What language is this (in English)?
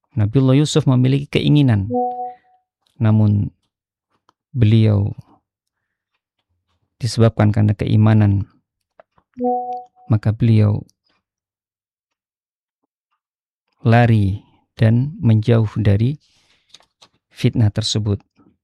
Indonesian